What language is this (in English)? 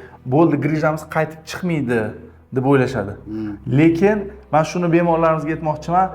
Uzbek